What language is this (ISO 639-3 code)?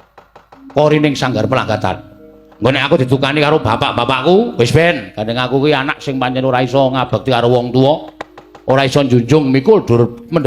jav